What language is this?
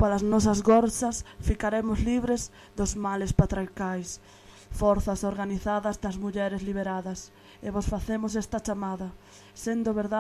Galician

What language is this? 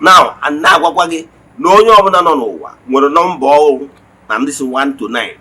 Igbo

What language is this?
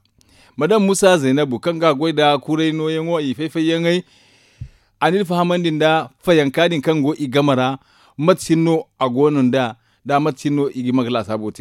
Zarma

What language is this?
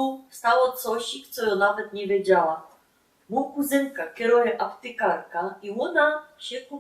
Silesian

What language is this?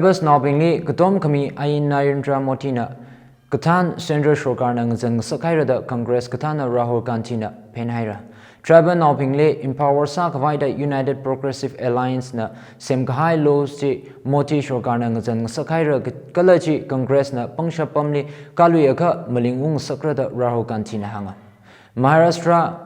Tangkhul Naga (India)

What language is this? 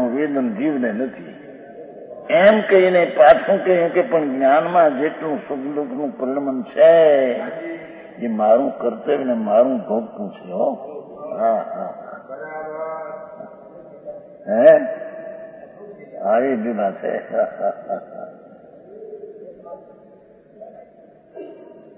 Gujarati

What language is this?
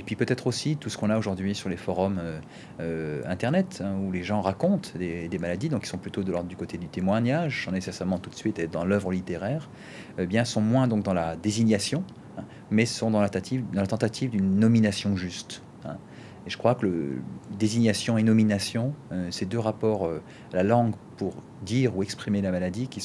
French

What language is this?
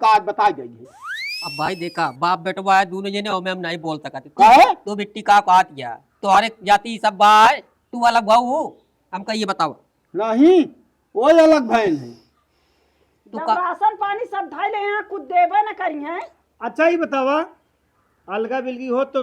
Awadhi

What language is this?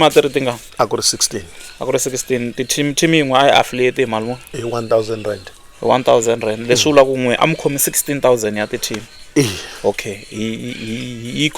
Tsonga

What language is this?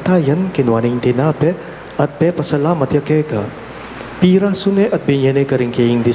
Pampanga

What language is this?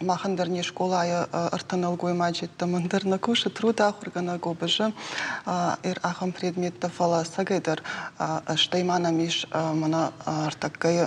Ossetic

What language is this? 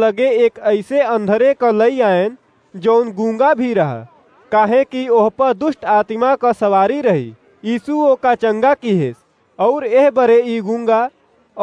Awadhi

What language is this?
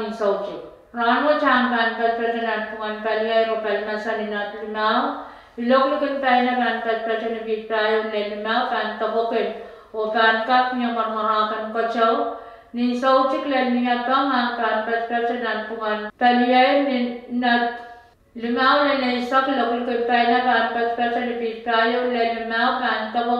Pohnpeian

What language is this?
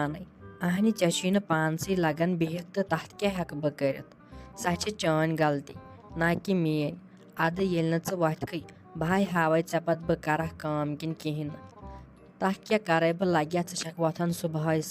Kashmiri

